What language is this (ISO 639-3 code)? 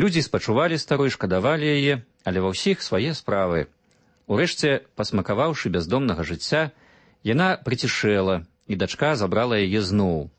bel